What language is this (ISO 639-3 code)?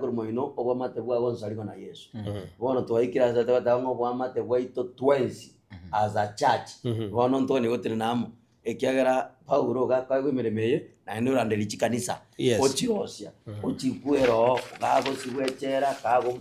guz